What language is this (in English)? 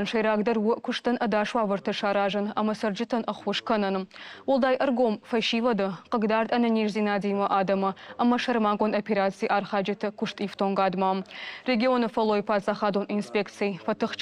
Ossetic